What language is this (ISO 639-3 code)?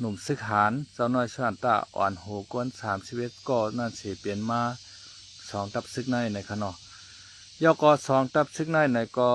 shn